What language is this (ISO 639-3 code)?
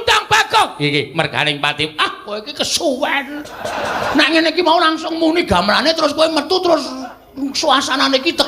jav